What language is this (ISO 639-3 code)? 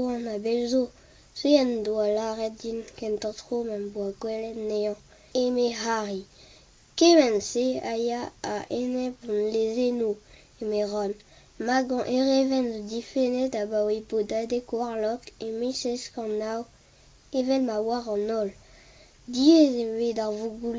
bre